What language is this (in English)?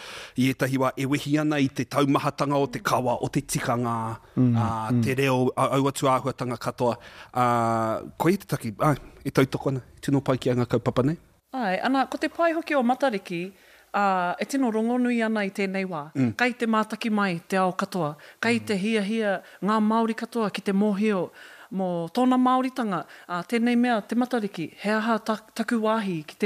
Māori